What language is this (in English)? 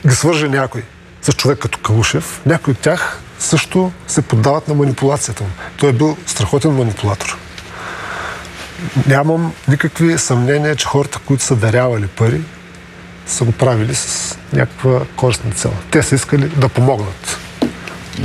Bulgarian